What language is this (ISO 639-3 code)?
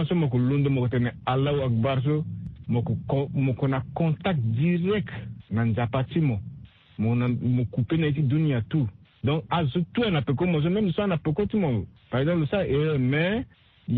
sag